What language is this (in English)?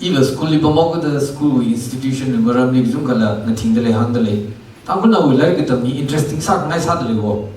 Tangkhul Naga (India)